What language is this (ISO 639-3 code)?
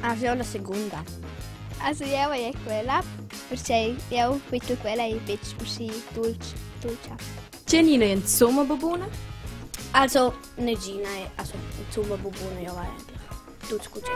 roh